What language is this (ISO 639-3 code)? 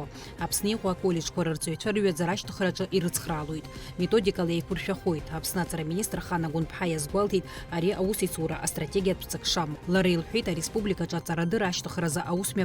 abk